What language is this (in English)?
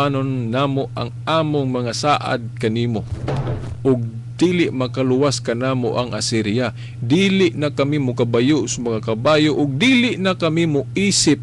Cebuano